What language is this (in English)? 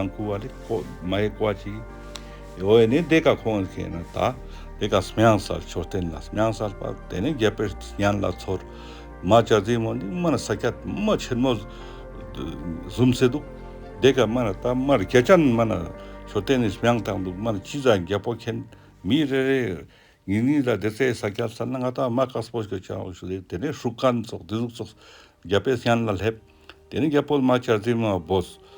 Ladakhi